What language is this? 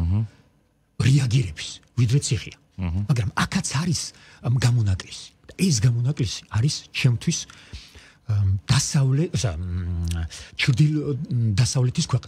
Georgian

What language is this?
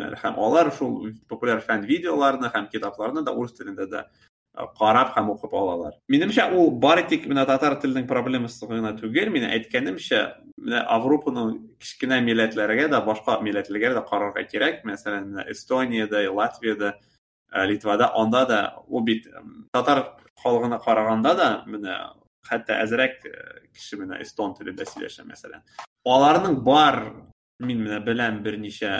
Tatar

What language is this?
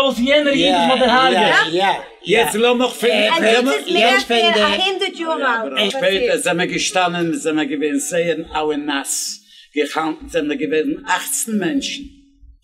Yiddish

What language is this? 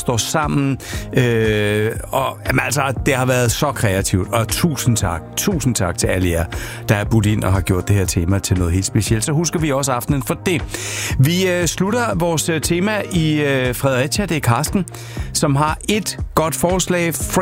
Danish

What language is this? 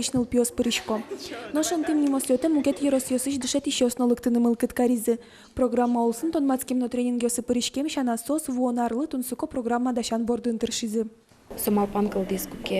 Udmurt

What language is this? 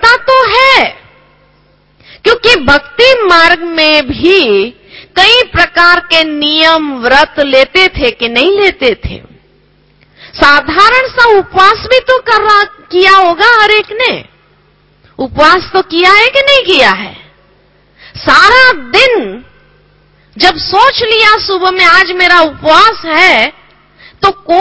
Hindi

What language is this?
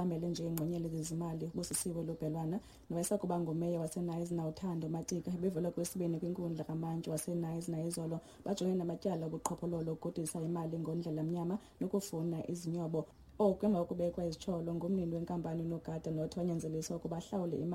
Xhosa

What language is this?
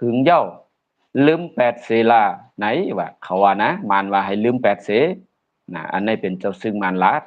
Shan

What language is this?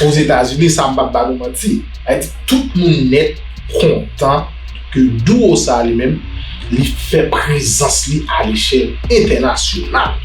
Haitian Creole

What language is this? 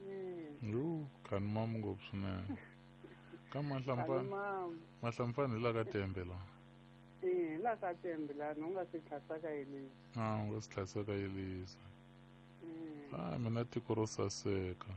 Tsonga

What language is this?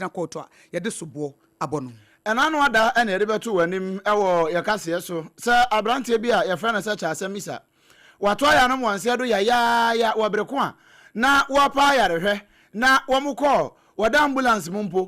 Akan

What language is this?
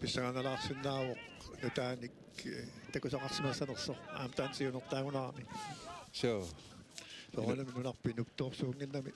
Kalaallisut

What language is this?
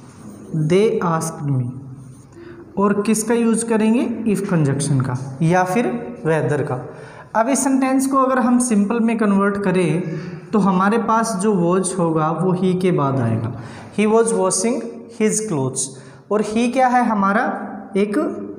Hindi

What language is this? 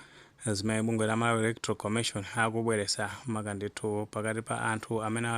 Nyanja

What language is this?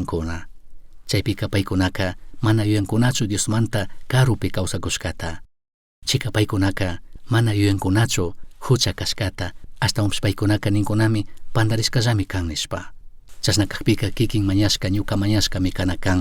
Chimborazo Highland Quichua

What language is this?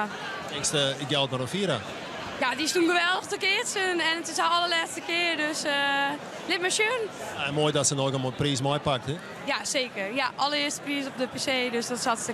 Western Frisian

